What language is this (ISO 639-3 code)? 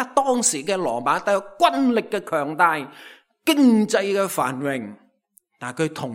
yue